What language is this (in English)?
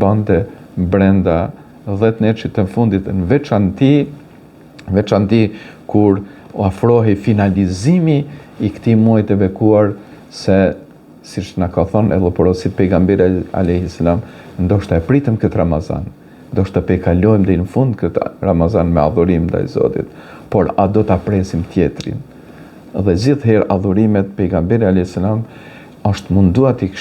Albanian